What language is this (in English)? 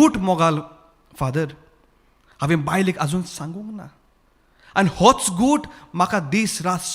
Konkani